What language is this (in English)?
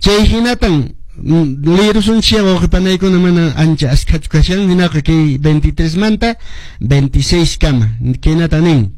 Quechua